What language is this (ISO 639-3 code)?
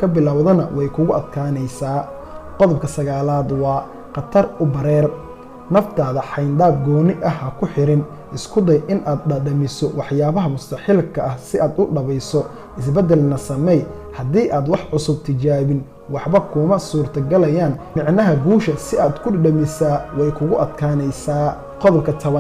som